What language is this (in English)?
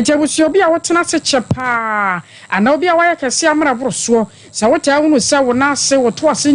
Akan